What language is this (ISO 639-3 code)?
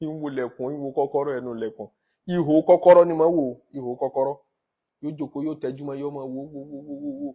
yor